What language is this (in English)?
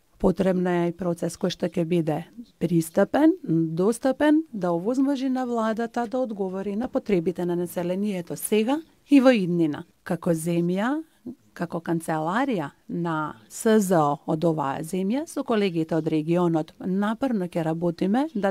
Macedonian